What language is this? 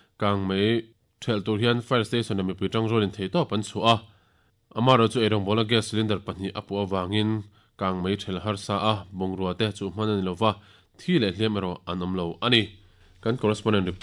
Mizo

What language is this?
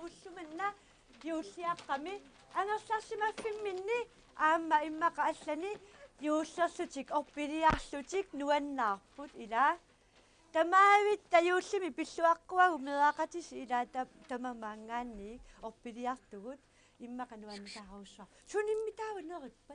Kalaallisut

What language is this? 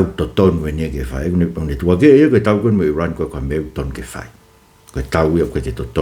Tongan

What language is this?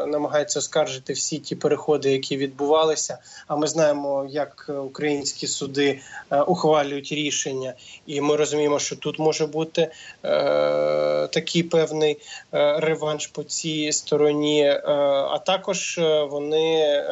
Ukrainian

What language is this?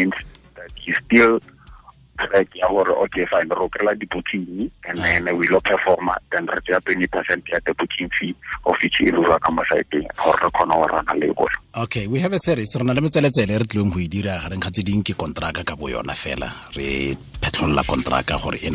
Tswana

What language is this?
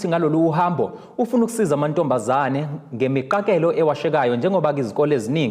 Zulu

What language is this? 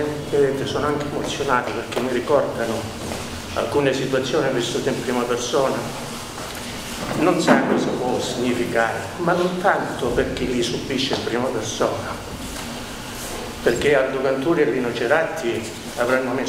Italian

